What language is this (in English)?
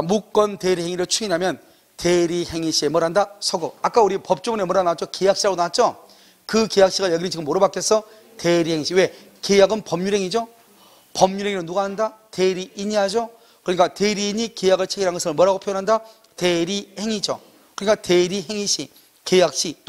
Korean